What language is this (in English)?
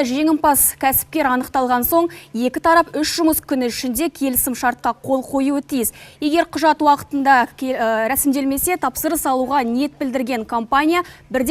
Kazakh